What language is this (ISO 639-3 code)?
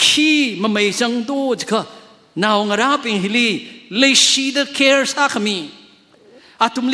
nmf